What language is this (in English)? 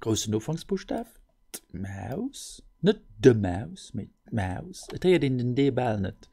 Luxembourgish